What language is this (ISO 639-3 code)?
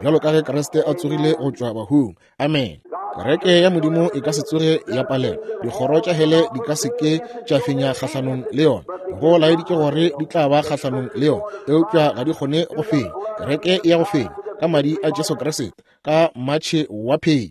nso